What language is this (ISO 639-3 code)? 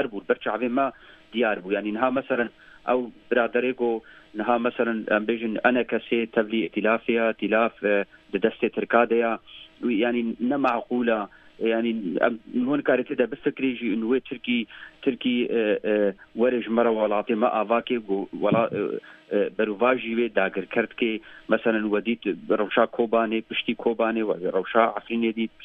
kur